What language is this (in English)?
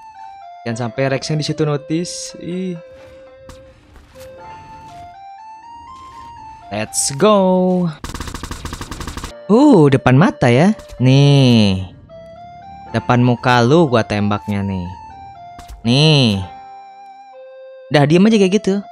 Indonesian